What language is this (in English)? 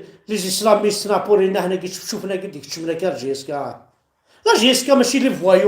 Kabyle